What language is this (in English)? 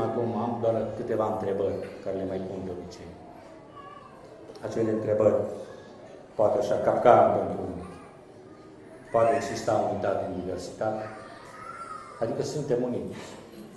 Romanian